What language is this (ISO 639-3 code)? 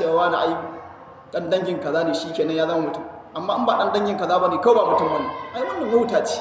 hau